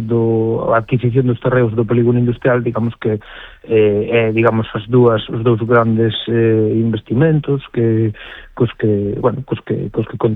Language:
Galician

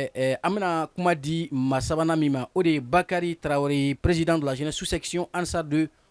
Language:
Bambara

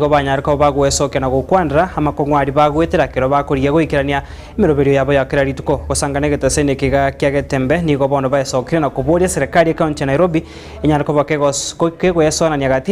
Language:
Gusii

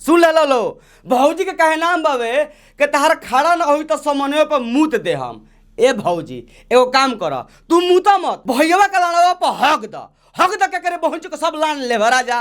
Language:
Bhojpuri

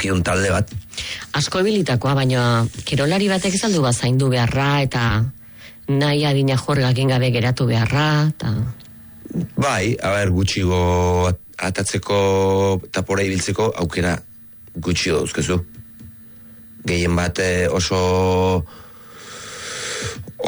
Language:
Basque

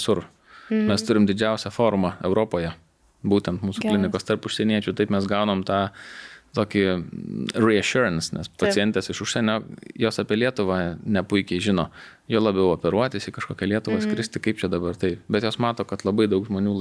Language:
Lithuanian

